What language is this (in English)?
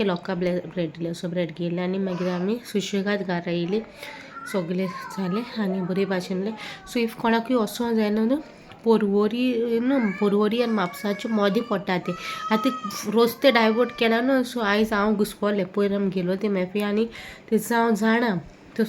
Konkani